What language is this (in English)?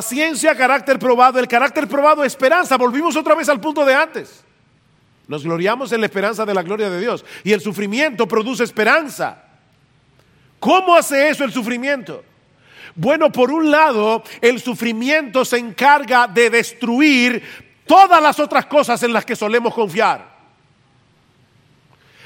Spanish